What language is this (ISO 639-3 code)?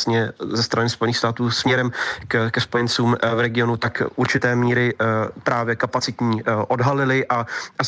ces